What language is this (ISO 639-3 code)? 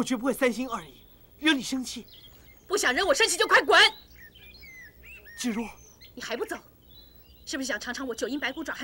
zho